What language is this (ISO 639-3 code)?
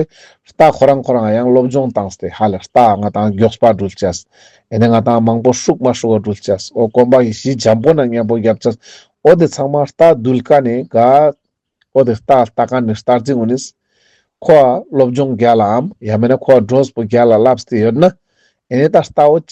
lbj